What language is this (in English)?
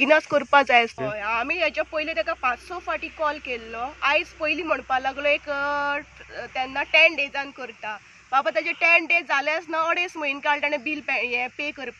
Konkani